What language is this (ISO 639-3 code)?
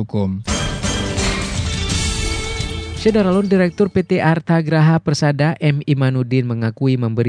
ind